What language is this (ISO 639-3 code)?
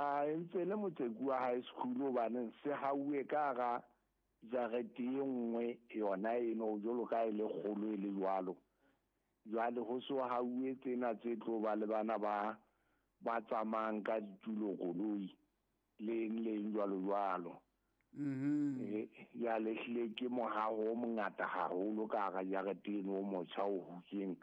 sot